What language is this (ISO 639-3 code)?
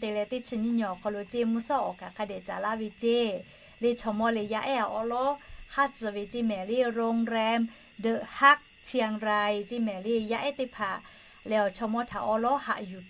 lhu